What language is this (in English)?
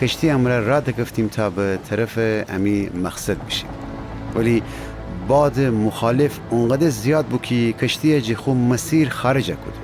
Gilaki